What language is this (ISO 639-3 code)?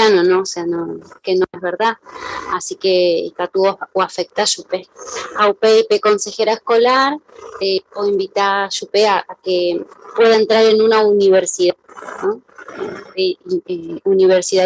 grn